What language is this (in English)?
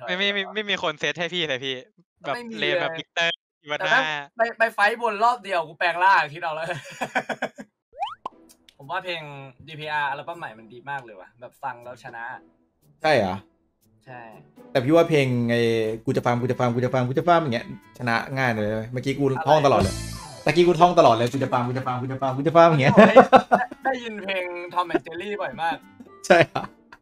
Thai